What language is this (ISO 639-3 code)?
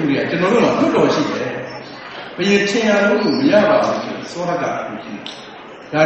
mya